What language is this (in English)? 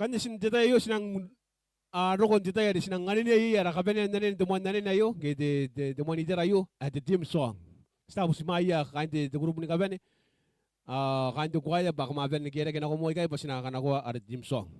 Gilbertese